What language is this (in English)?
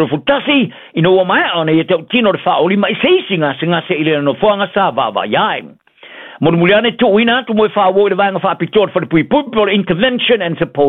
Samoan